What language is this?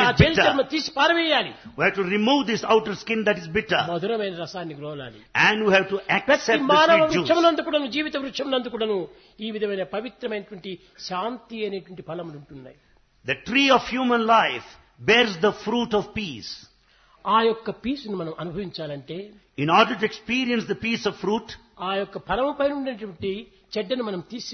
Telugu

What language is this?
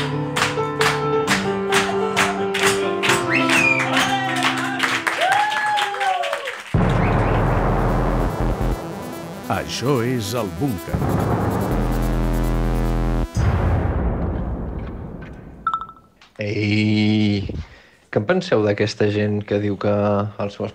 Catalan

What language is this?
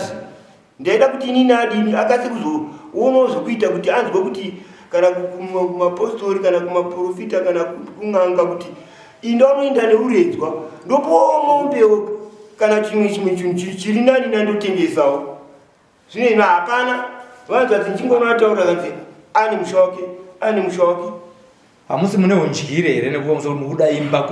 Shona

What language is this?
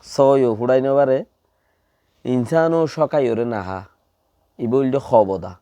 Rohingya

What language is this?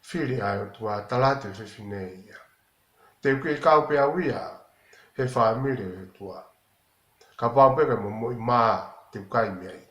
Tongan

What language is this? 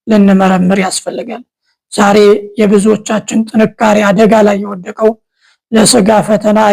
Amharic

